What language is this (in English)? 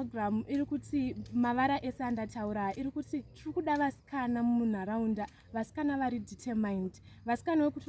Shona